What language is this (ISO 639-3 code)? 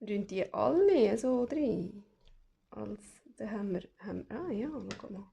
gsw